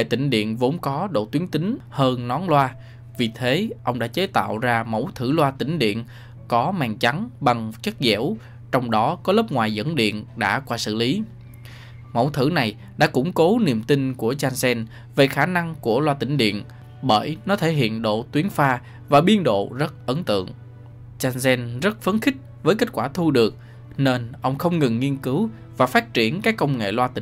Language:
Vietnamese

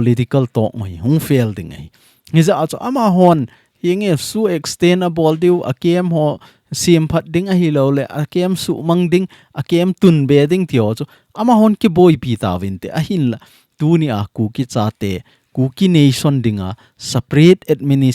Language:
Thado Chin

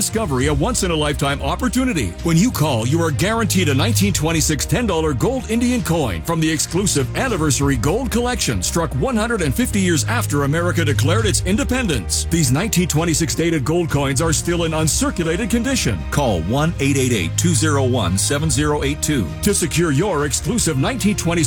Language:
English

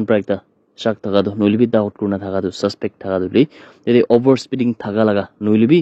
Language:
Naga Pidgin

